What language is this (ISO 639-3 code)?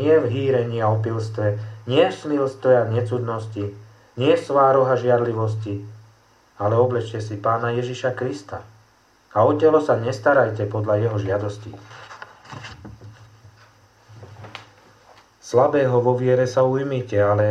slk